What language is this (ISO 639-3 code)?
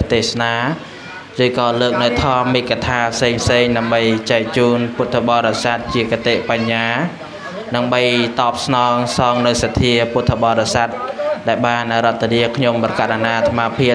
khm